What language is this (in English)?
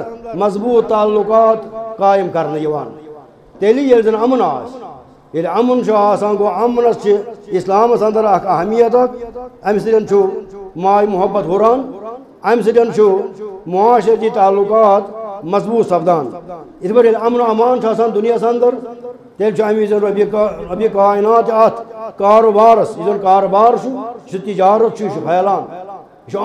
Kashmiri